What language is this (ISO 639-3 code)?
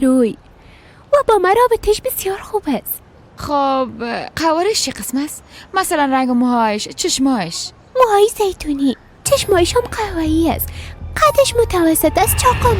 fas